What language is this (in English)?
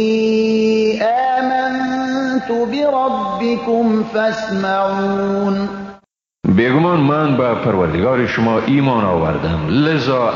Persian